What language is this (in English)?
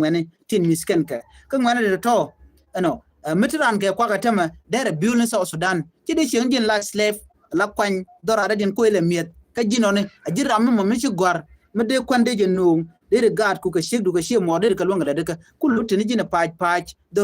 Nuer